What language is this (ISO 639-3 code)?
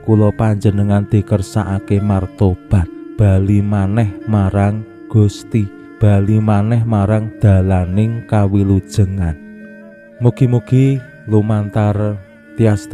jav